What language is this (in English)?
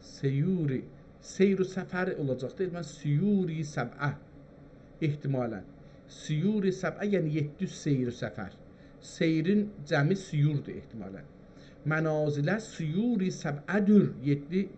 South Azerbaijani